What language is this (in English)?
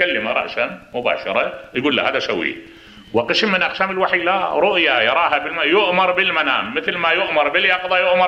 Mesopotamian Arabic